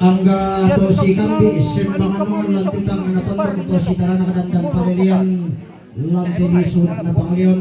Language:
Toraja-Sa'dan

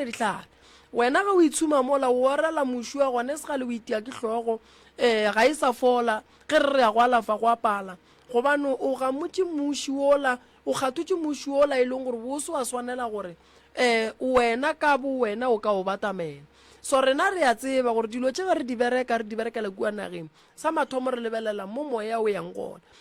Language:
Northern Sotho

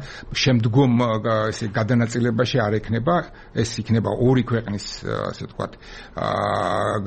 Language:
Georgian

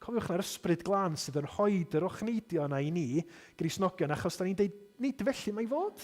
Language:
Welsh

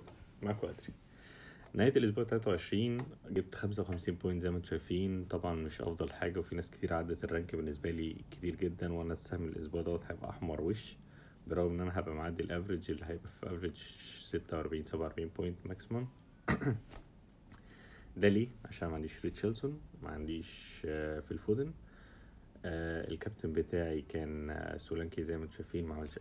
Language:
Egyptian Arabic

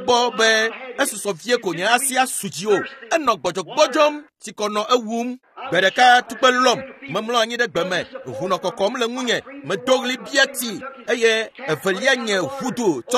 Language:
Ewe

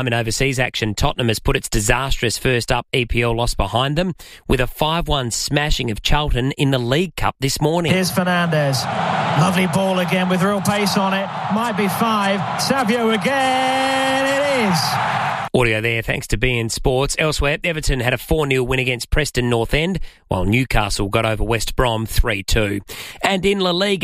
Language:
English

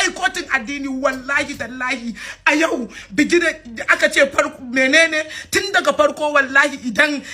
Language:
Hausa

